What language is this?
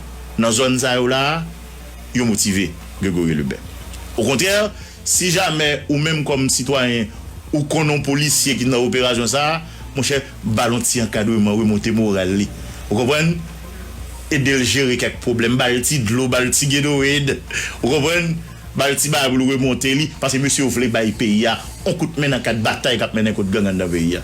Haitian Creole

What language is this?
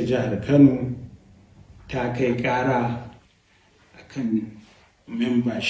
Hausa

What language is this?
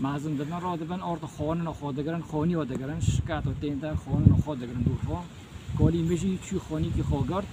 Kurdish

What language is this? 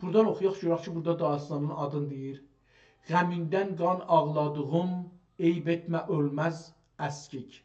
South Azerbaijani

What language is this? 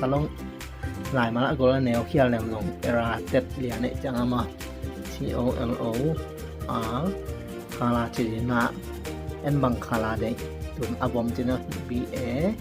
Tedim Chin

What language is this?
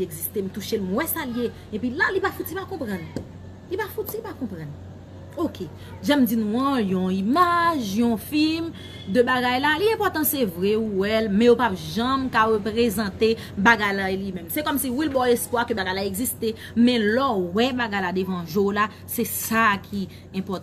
Haitian Creole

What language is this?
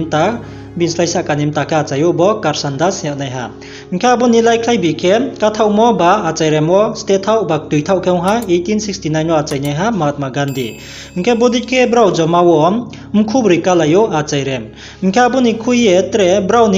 Riang (India)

